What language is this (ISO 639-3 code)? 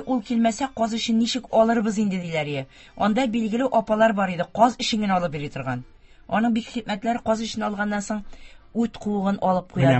tat